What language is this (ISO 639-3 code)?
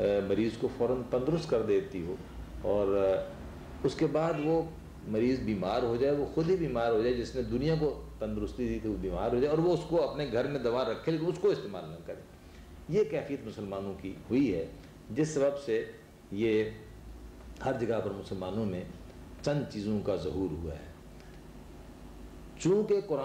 urd